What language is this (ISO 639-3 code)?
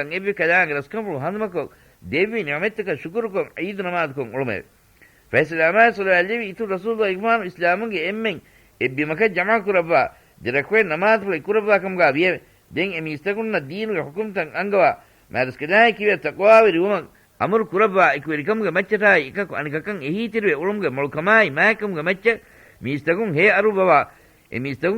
div